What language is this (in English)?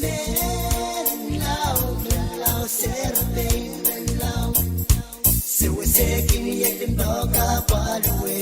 Pohnpeian